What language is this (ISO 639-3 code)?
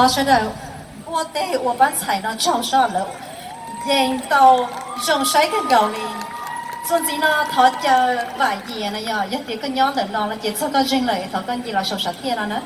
hmn